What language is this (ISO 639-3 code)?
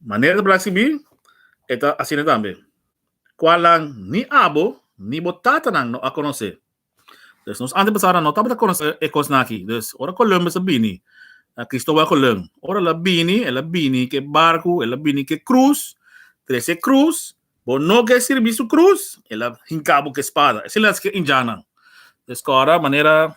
pap